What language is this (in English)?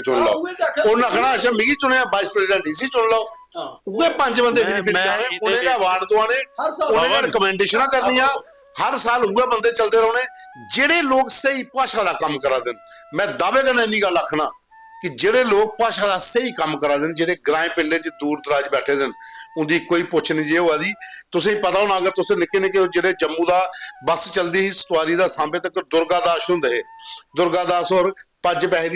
Dogri